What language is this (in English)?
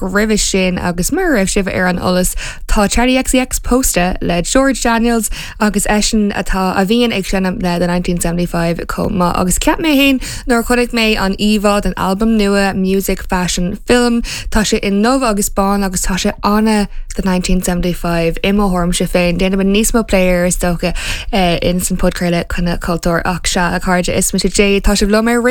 Irish